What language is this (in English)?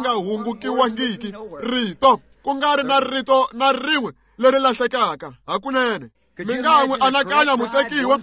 Tsonga